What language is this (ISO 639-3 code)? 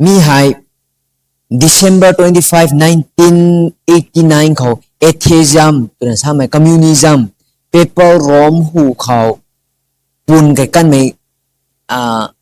nbu